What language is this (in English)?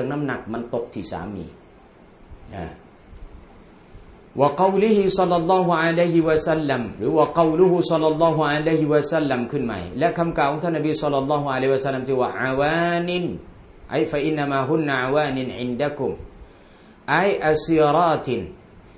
Thai